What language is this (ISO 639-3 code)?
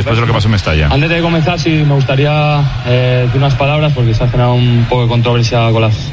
spa